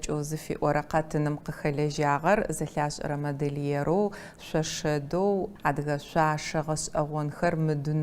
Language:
Adyghe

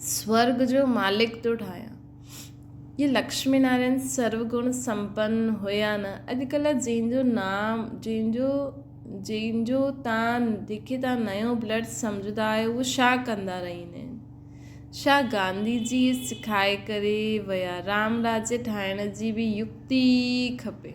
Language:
Sindhi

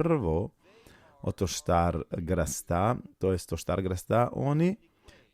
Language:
Balkan Romani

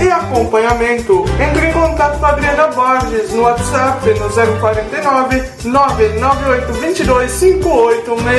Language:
Portuguese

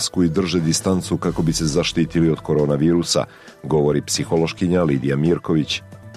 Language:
Serbian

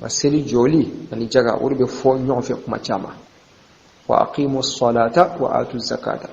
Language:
Bambara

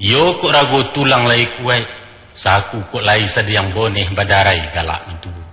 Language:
Minangkabau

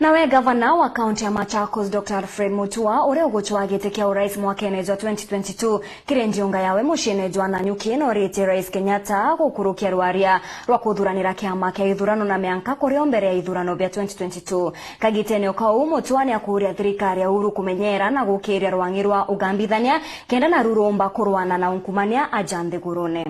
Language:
Meru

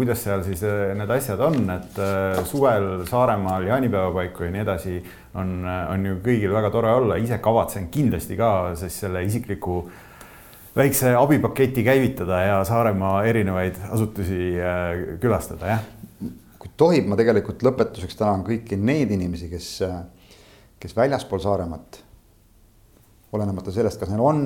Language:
Estonian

